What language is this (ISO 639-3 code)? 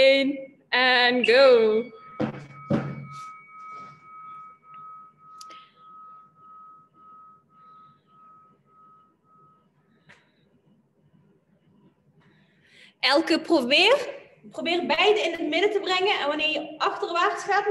nld